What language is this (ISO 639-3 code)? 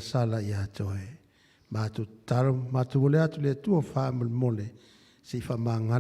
smo